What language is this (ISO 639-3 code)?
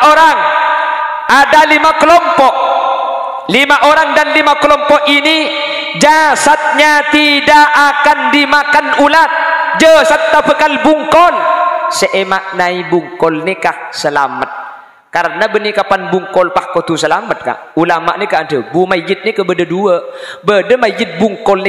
mad